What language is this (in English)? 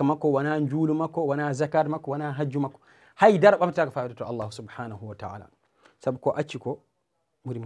Fula